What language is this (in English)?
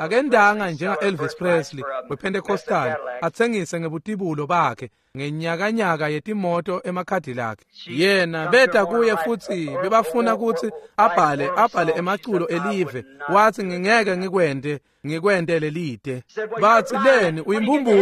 Swati